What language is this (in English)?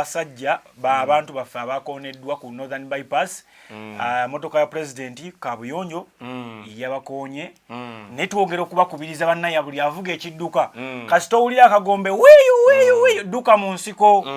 Ganda